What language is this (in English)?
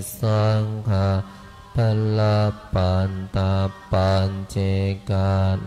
Pali